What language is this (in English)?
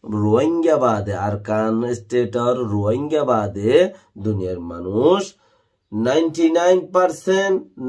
Rohingya